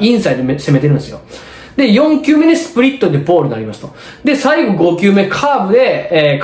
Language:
Japanese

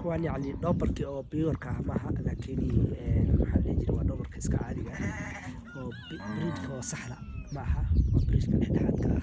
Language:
Somali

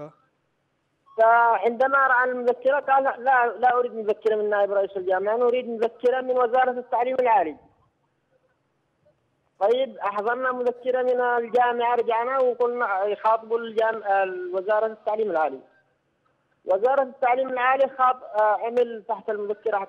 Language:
Arabic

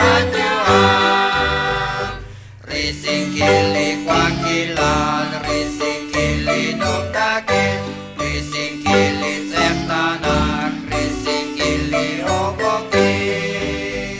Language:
Kekchí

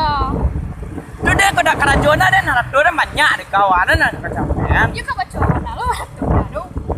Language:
Minangkabau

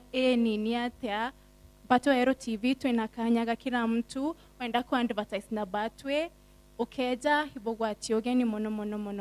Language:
Meru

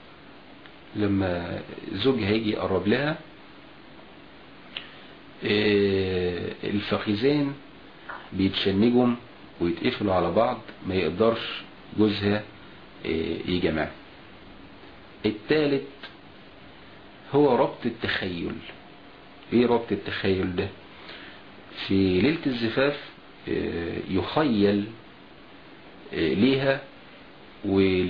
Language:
Egyptian Arabic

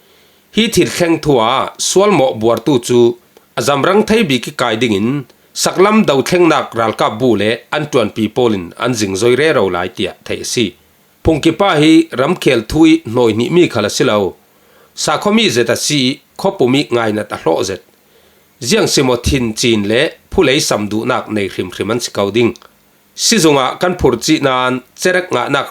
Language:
Falam Chin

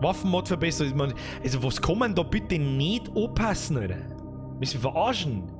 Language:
Bavarian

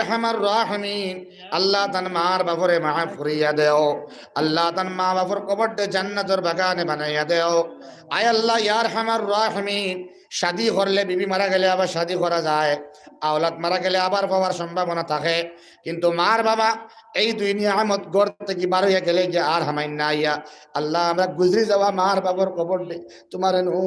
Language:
Sylheti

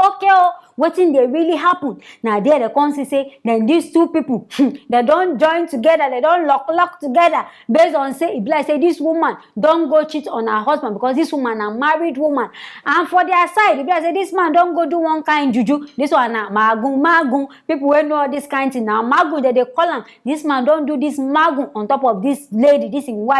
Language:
Nigerian Pidgin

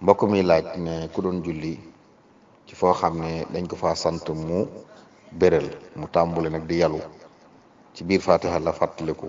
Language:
Wolof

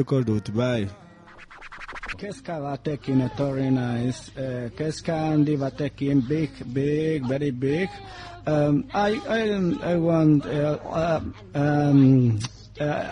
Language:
Basque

